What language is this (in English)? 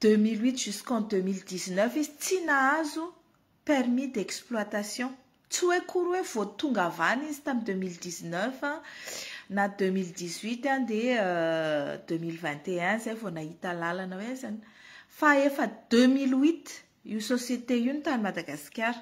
Malagasy